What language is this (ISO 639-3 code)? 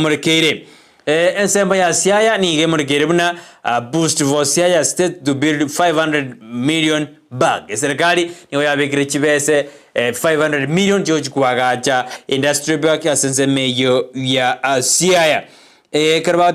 guz